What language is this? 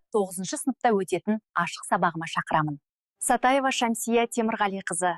Kazakh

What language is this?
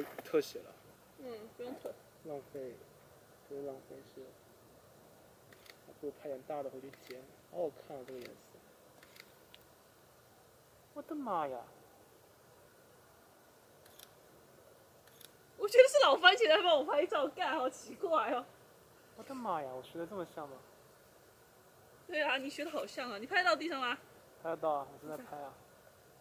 Chinese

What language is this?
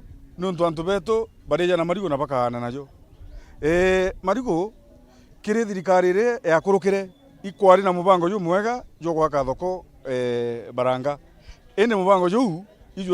Meru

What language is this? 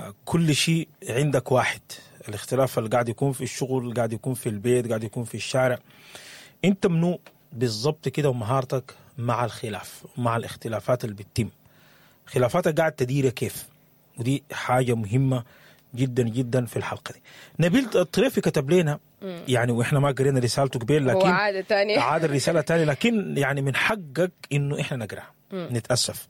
Sudanese Arabic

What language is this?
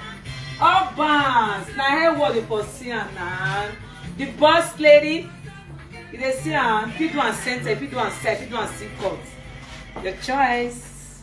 Nigerian Pidgin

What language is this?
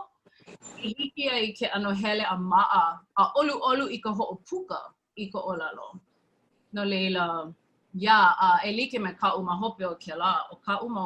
Hawaiian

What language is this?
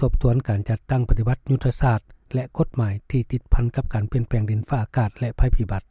Lao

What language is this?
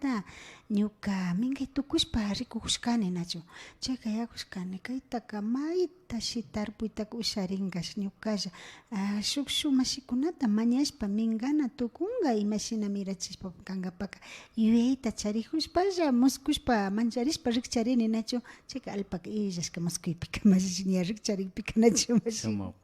Imbabura Highland Quichua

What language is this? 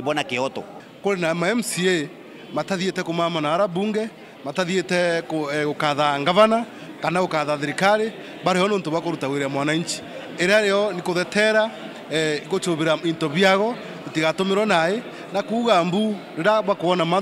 Meru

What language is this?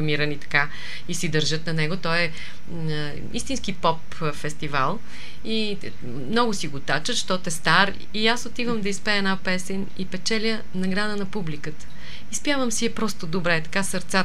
Bulgarian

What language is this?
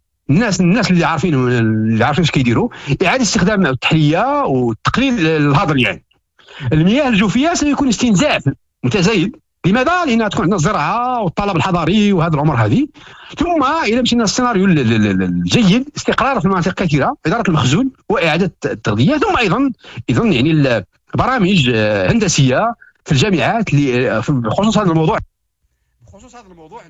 Moroccan Arabic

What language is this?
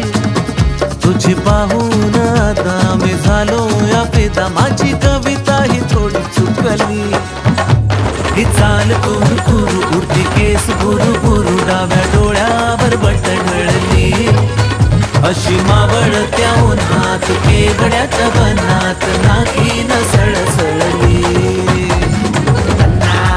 Marathi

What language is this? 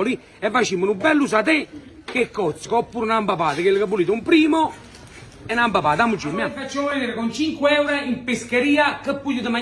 Neapolitan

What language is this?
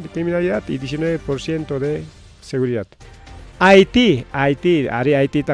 Ayacucho Quechua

